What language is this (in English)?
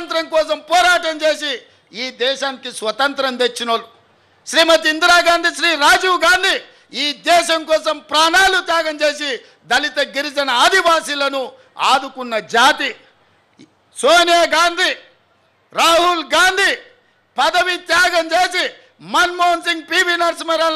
Telugu